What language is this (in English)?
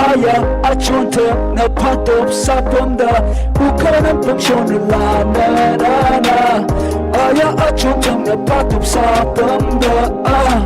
Tangkhul Naga (India)